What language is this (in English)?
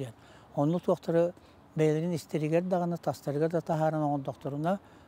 Yakut